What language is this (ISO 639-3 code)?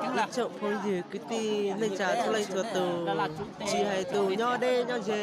hmn